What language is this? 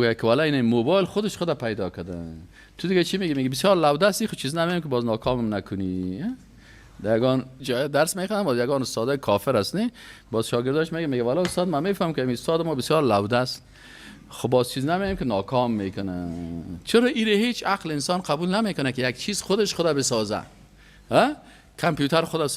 Persian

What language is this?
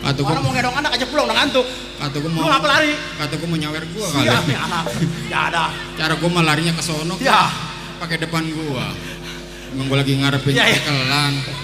Betawi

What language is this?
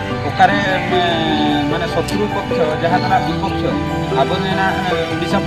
Santali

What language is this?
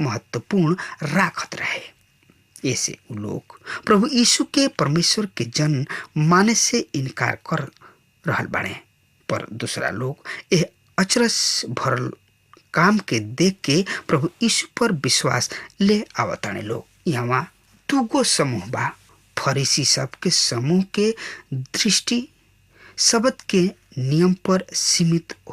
Bhojpuri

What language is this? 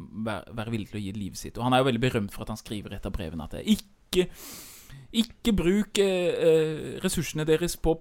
Norwegian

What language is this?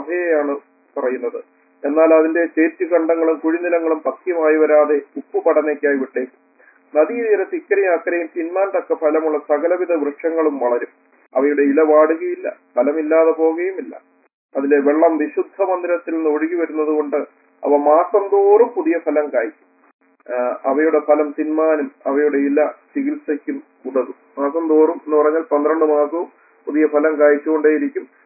Malayalam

